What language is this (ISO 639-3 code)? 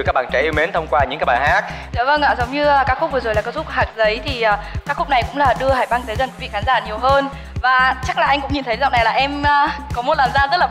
vie